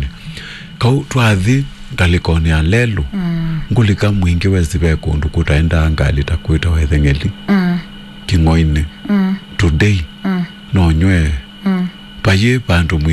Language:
Kamba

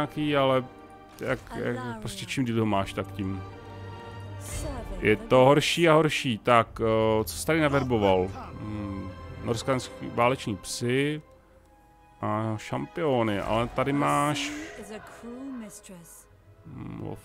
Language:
Czech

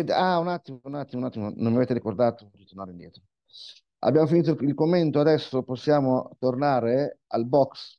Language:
Italian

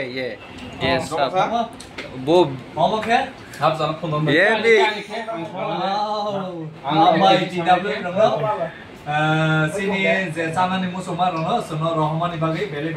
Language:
Kok Borok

